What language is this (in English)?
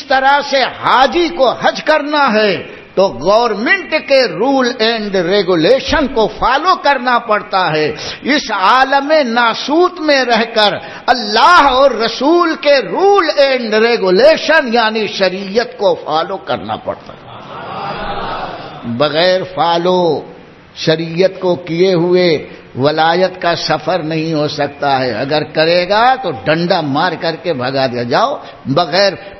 Urdu